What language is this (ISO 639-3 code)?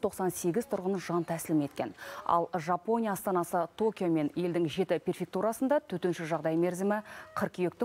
kaz